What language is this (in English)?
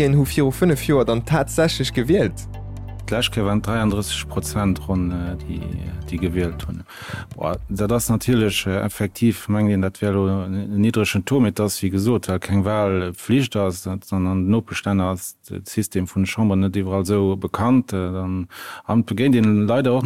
Luxembourgish